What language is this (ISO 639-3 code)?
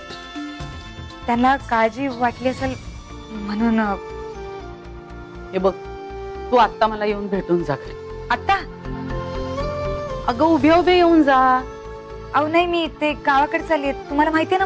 mar